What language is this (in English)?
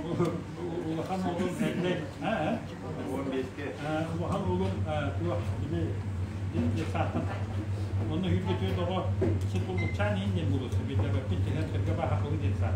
Yakut